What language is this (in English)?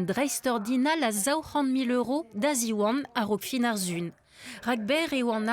Breton